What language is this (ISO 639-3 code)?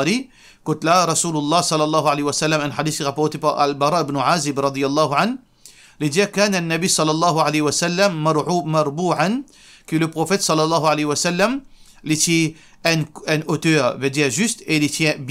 mfe